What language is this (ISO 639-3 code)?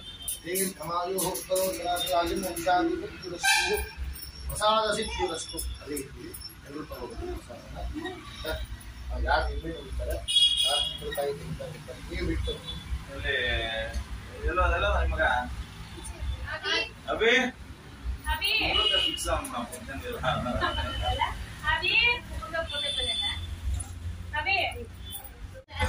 kan